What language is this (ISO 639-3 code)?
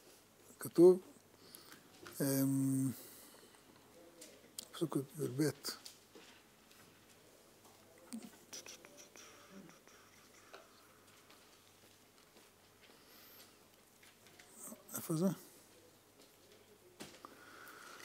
heb